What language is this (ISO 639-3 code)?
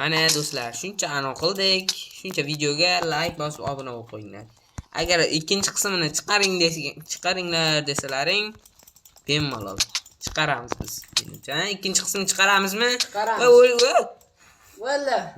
uzb